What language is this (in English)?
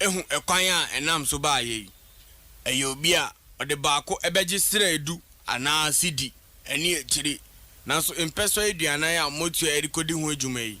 Akan